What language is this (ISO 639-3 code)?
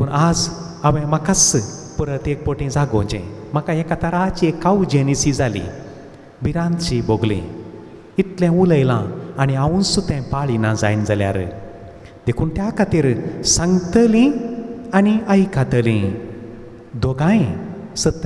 kok